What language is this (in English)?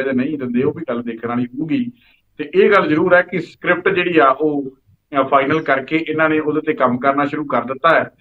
Punjabi